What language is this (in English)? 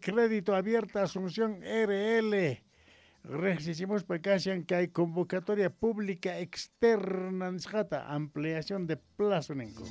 Quechua